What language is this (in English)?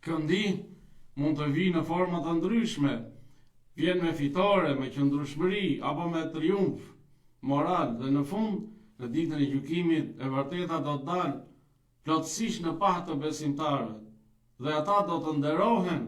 Albanian